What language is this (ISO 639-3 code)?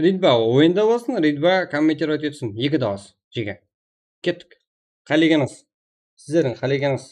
kaa